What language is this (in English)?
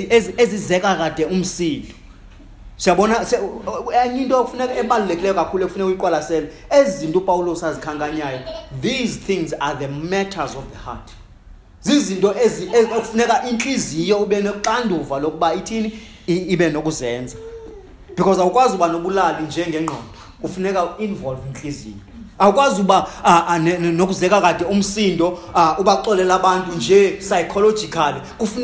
Xhosa